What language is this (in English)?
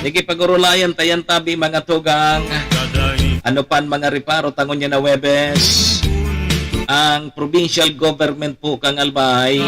Bikol